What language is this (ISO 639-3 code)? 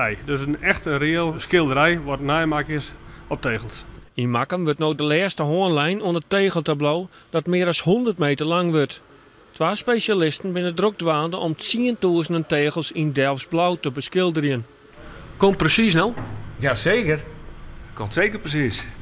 fry